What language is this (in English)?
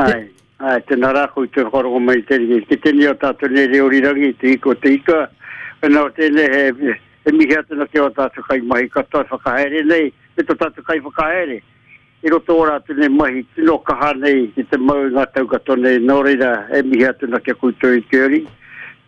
Māori